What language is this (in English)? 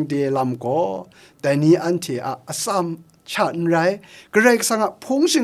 Kachin